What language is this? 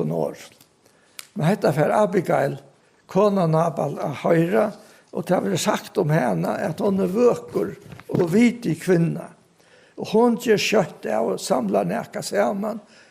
Faroese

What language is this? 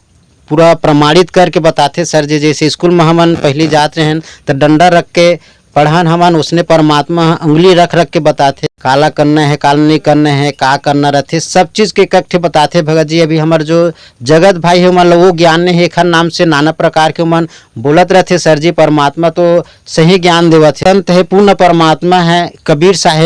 Chhattisgarhi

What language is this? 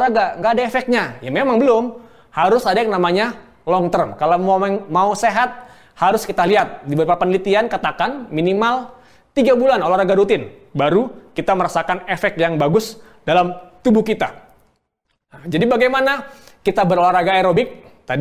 Indonesian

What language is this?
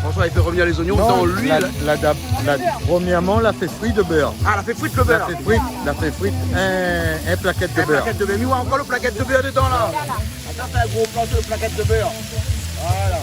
Réunion Creole French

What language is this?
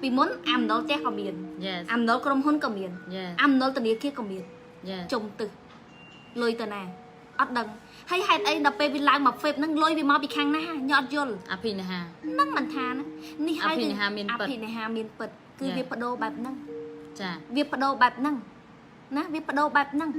Khmer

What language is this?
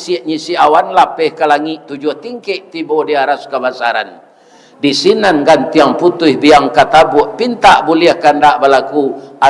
Minangkabau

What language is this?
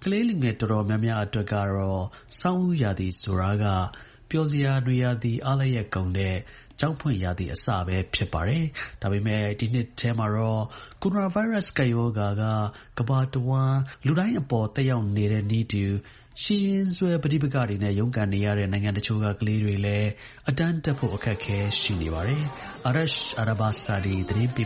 Burmese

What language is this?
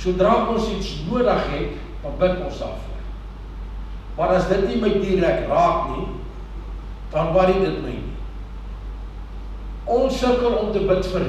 Afrikaans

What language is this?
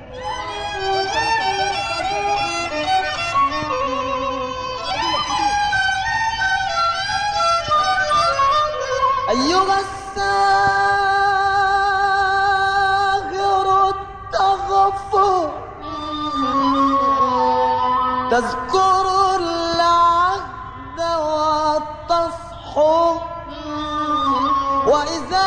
Egyptian Arabic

